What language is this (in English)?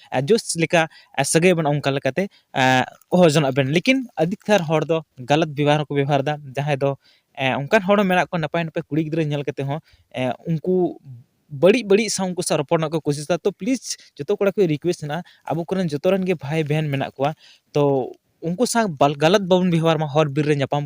Santali